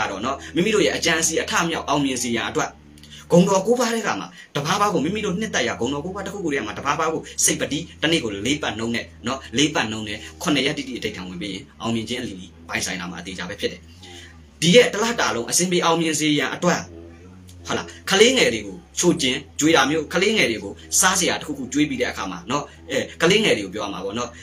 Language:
Burmese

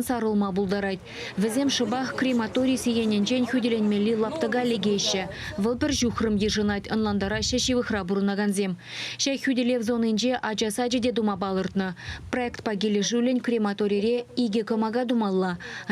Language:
Chuvash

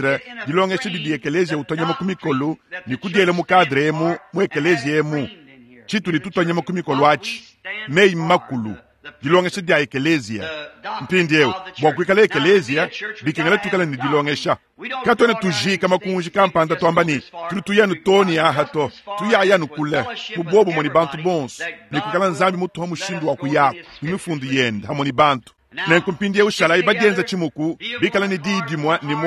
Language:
Luba-Lulua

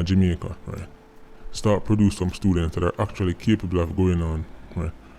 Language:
Jamaican Creole English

